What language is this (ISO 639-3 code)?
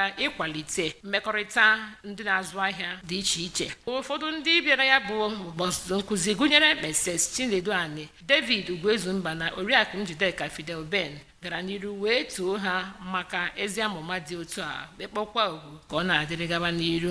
ibo